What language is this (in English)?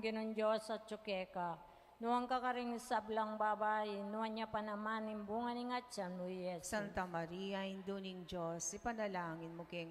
Pampanga